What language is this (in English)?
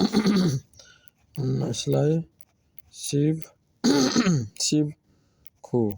Nepali